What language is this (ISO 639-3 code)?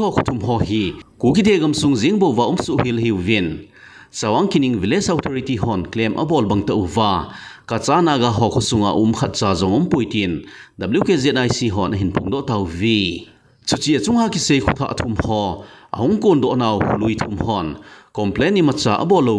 tcz